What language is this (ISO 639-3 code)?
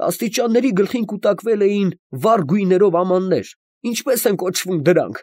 hye